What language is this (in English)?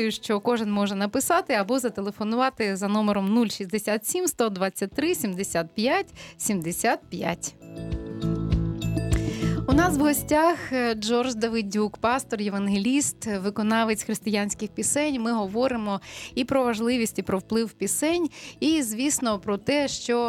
Ukrainian